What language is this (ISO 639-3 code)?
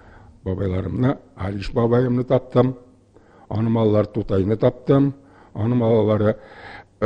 tat